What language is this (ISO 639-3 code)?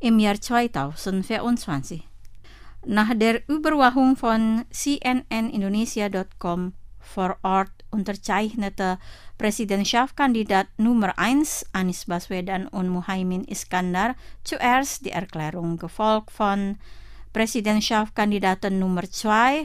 deu